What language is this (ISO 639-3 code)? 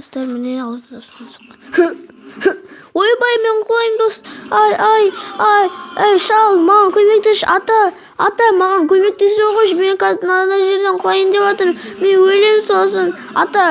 kaz